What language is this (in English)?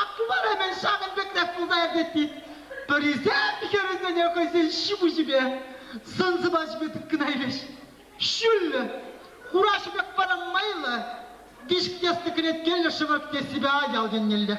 Chuvash